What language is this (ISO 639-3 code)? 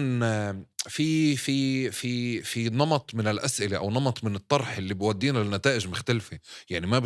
apc